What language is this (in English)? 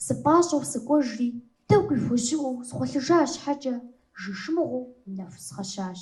Kabardian